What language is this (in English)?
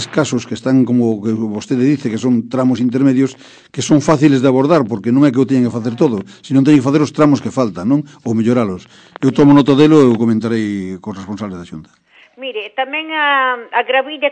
Galician